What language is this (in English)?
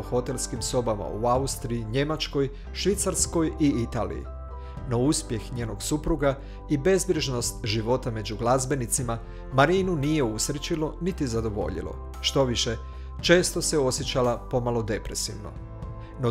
Croatian